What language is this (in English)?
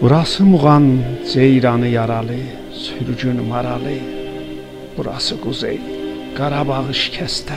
South Azerbaijani